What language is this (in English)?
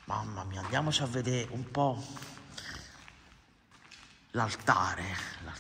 Italian